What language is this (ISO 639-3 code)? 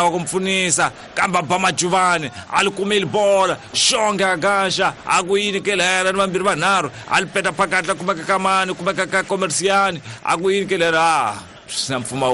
tso